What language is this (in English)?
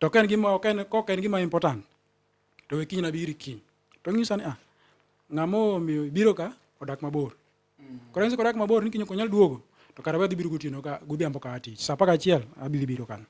Luo (Kenya and Tanzania)